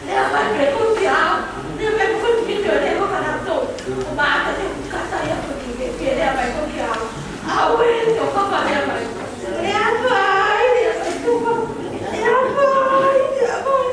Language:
Tongan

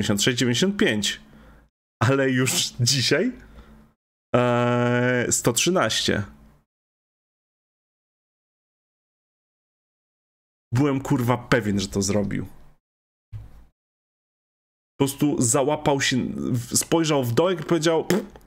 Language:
Polish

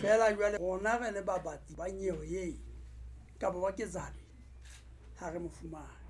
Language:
Southern Sotho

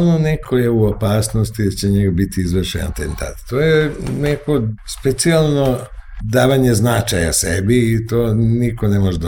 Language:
Serbian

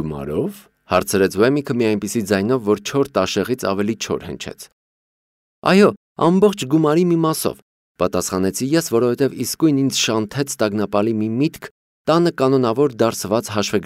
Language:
Armenian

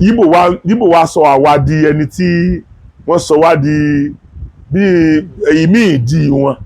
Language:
Yoruba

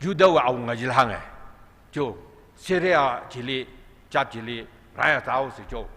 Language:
Tangkhul Naga (India)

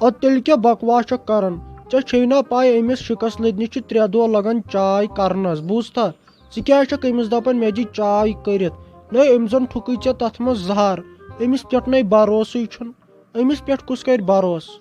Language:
Kashmiri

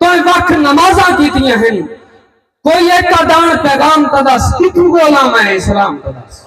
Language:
Saraiki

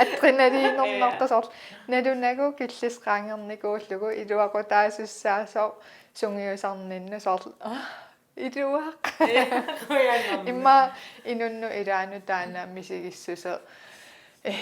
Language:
Kalaallisut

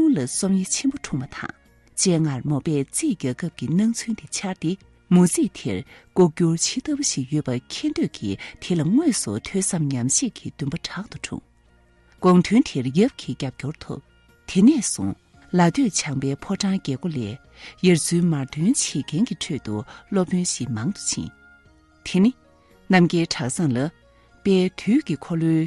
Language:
Tibetan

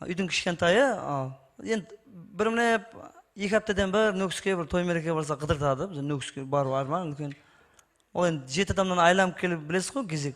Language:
Kara-Kalpak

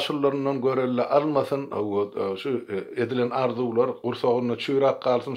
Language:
Turkmen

